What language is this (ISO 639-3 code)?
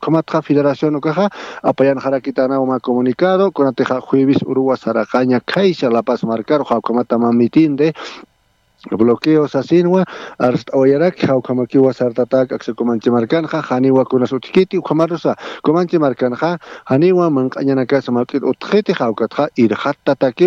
aym